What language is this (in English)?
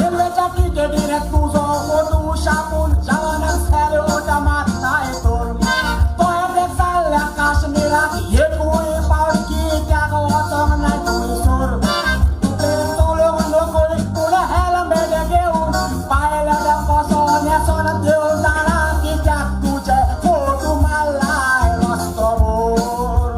Konkani